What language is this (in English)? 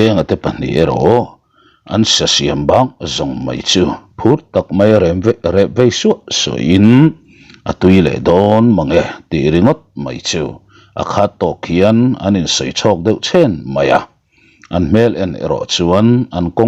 Mizo